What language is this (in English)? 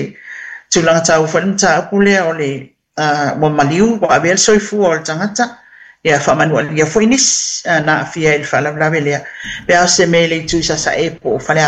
Samoan